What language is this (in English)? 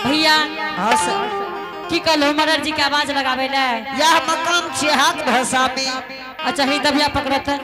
Angika